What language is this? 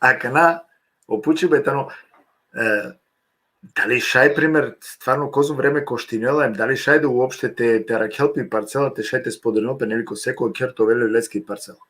Balkan Romani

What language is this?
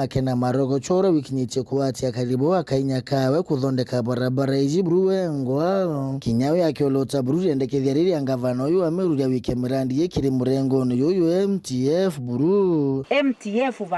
Meru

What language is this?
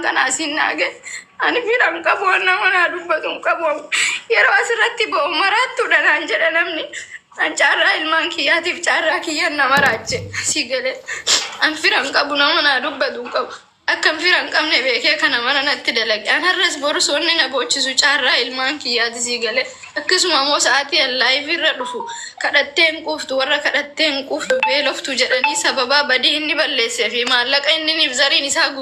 Oromo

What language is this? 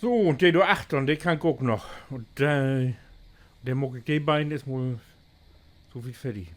Low German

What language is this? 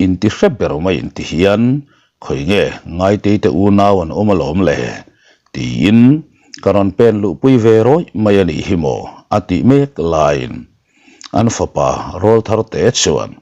Mizo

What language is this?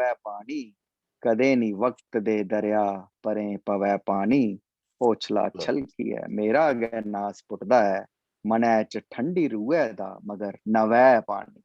Dogri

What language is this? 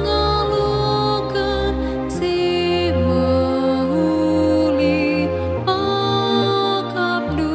Batak Karo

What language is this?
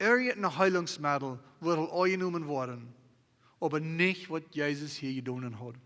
Plautdietsch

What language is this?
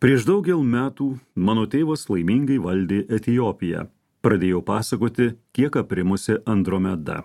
Lithuanian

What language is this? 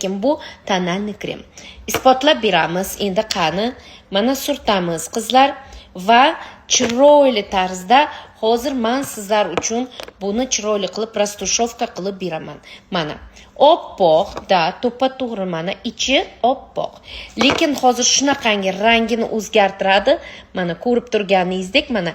Uzbek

